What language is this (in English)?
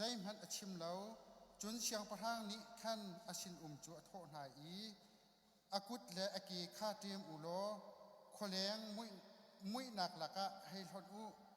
Hakha Chin